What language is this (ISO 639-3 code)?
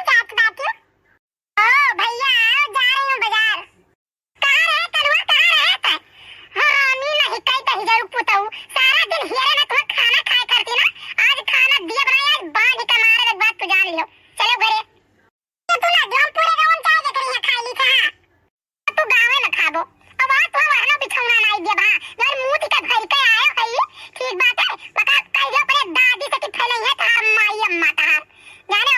awa